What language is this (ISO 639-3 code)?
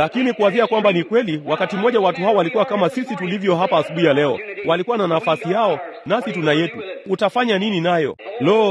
swa